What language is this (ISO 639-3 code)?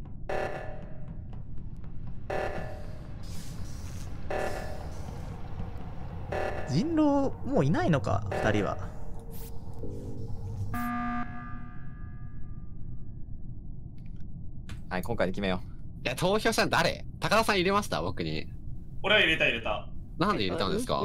jpn